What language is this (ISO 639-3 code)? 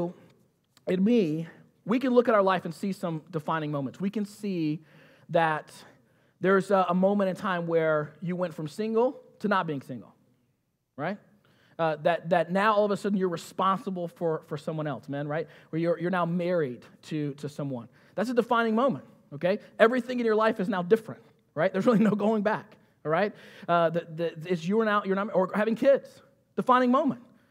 eng